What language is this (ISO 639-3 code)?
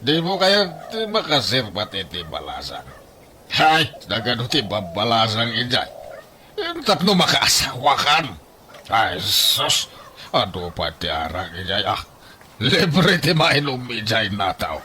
ilo